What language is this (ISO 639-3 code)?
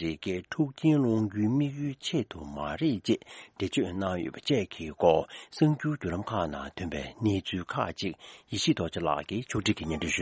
bod